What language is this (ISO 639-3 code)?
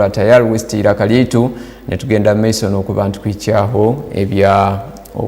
ttj